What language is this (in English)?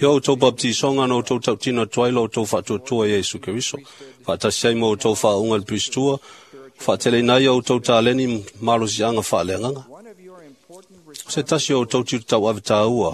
Samoan